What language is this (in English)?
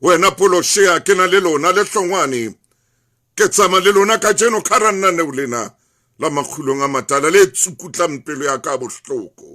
Southern Sotho